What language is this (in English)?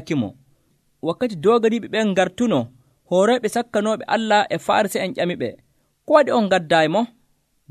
Nigerian Fulfulde